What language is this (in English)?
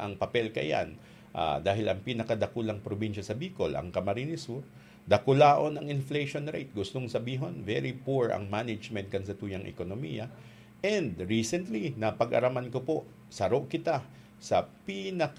Bikol